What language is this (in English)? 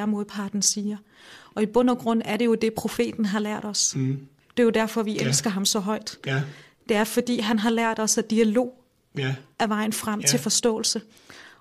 Danish